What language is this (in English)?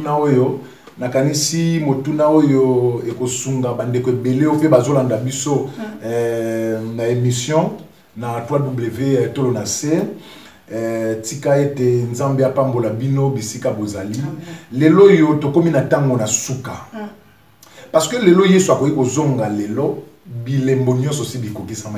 Lingala